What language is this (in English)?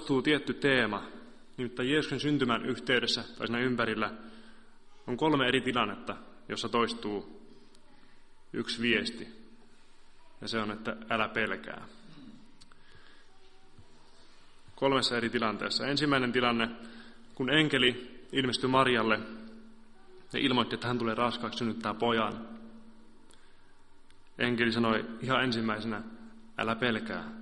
Finnish